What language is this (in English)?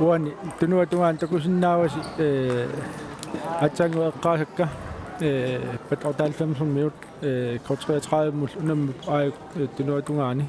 Kalaallisut